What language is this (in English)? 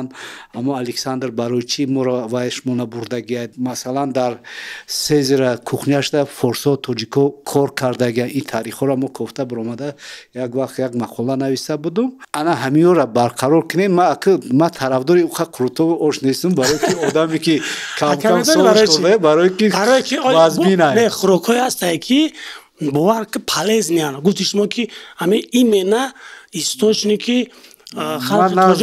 Tajik